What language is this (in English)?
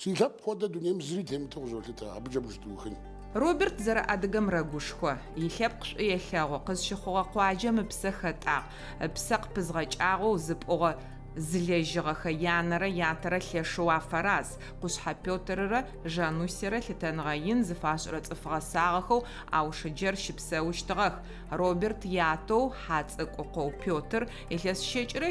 Adyghe